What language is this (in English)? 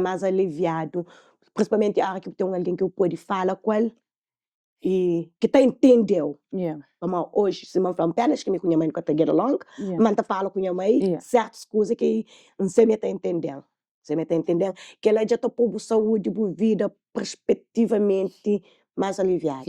Kabuverdianu